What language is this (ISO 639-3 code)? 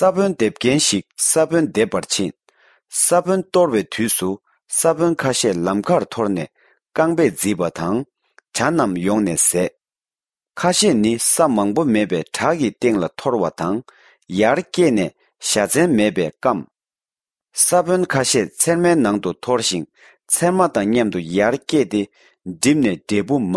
bod